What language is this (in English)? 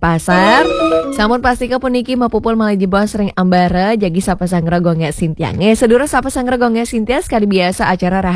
Balinese